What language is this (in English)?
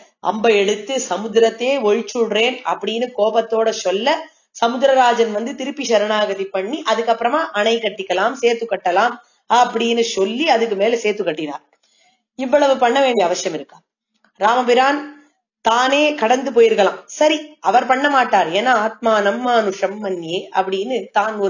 Tamil